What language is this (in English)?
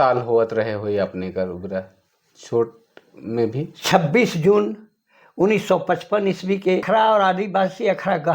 Sadri